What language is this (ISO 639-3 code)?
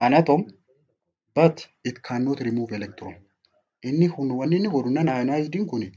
orm